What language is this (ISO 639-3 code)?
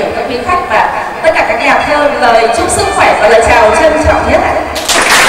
vie